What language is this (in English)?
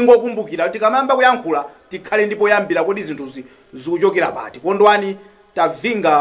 Nyanja